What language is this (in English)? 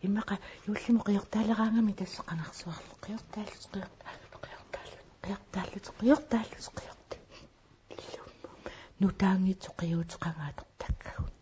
Kalaallisut